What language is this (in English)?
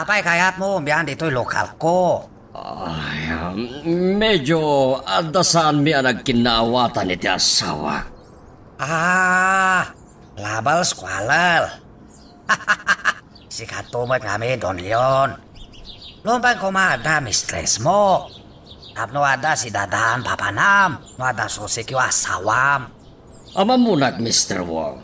Iloko